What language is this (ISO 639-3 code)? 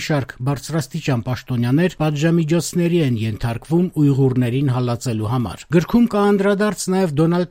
hye